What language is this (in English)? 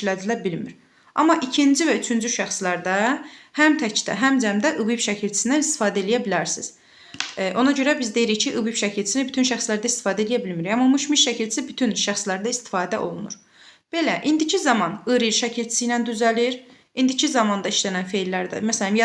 Azerbaijani